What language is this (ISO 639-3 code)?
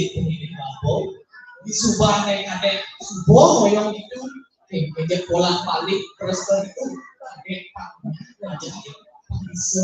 ban